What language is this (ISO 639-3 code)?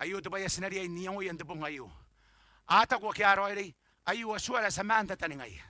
gil